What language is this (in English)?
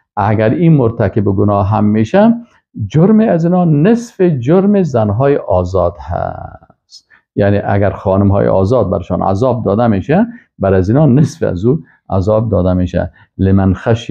Persian